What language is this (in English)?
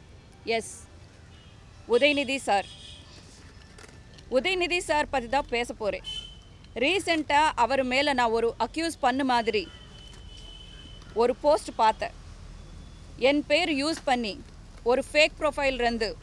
Tamil